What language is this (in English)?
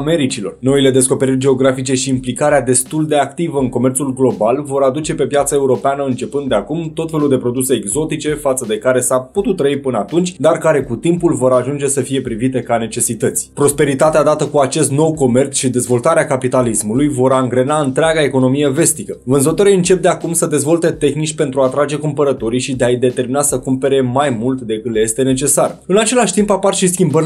Romanian